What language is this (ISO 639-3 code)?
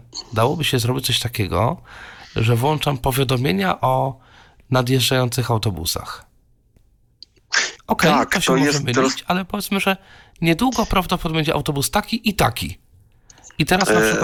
pol